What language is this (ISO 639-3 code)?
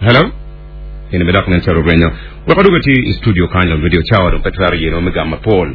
ach